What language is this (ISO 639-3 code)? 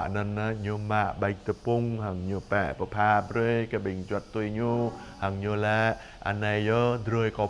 jra